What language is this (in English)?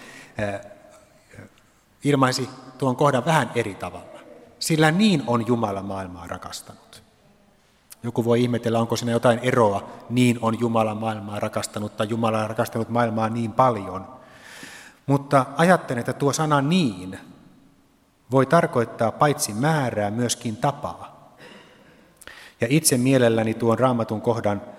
Finnish